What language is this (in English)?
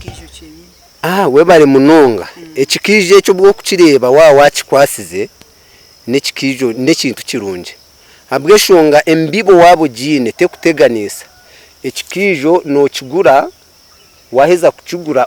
Nyankole